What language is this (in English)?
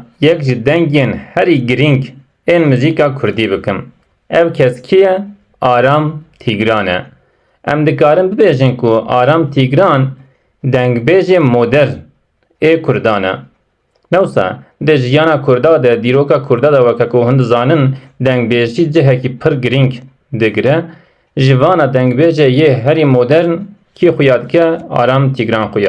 Kurdish